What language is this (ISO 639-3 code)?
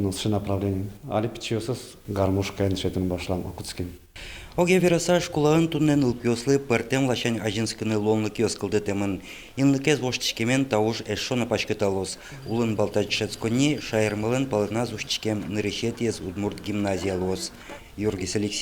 udm